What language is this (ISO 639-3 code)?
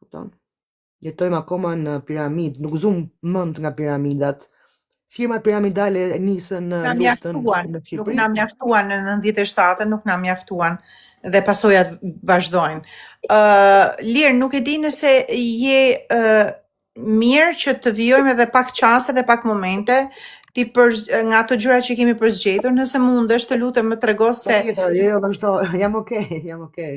sqi